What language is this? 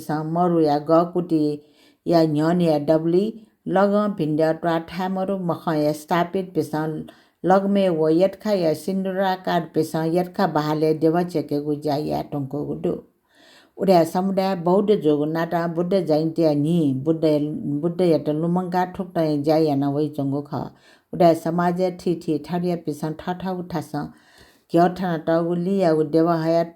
Newari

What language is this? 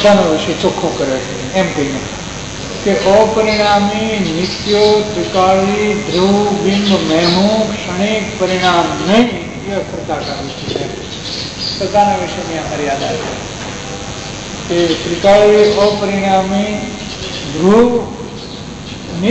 Gujarati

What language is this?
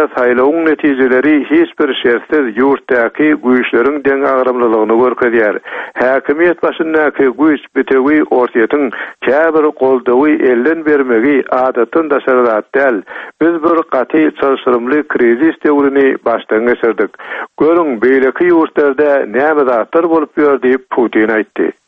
Turkmen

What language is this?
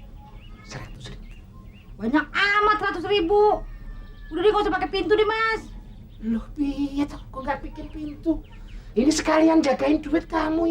Betawi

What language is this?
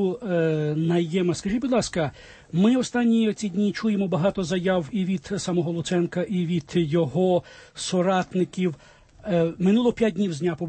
Ukrainian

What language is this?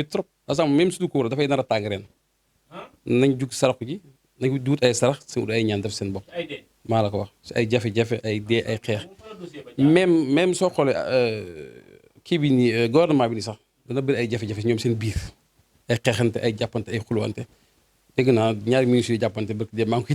Wolof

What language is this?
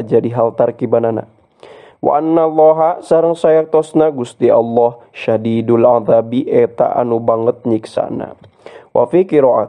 Sundanese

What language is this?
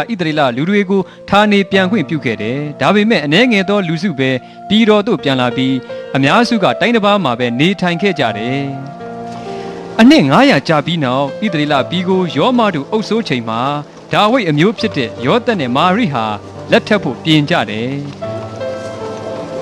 Burmese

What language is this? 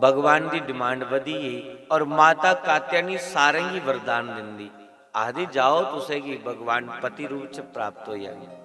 Dogri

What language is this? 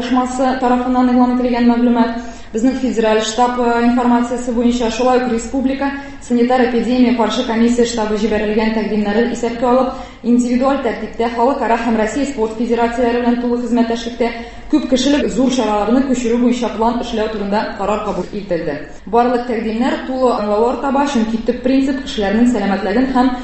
Tatar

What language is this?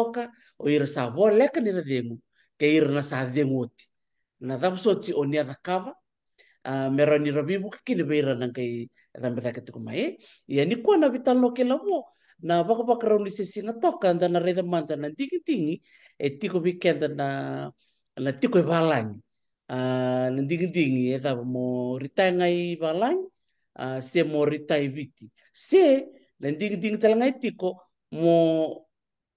Fijian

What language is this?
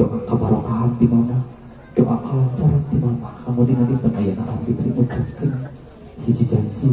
Sundanese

